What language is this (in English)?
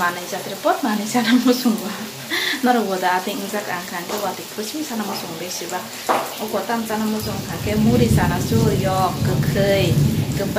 Kok Borok